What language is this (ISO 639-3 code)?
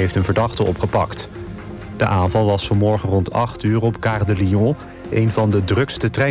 nld